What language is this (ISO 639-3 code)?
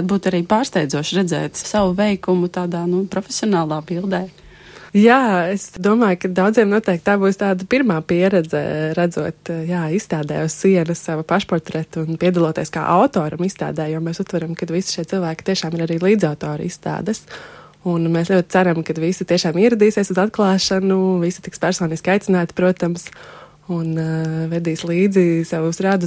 lav